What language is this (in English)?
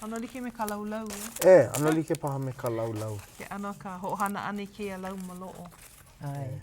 Hawaiian